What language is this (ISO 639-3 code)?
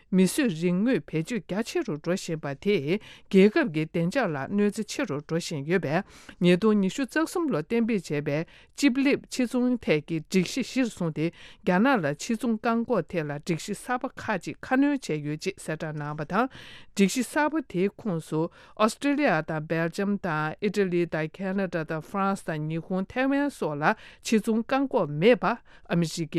bod